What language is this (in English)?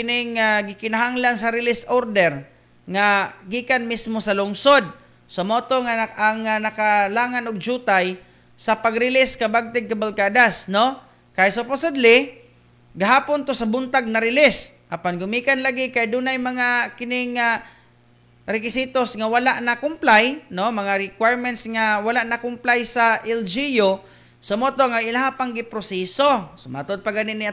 Cebuano